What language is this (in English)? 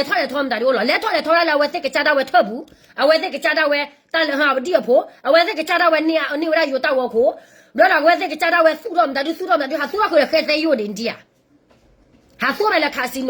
S'gaw Karen